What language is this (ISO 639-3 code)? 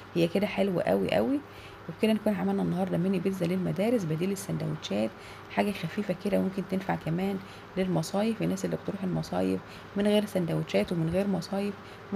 arz